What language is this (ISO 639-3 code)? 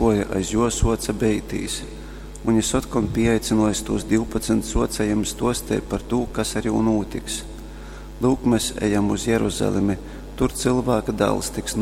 ltg